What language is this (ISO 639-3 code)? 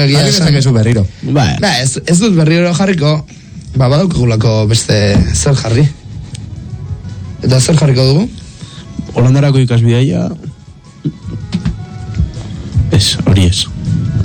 eus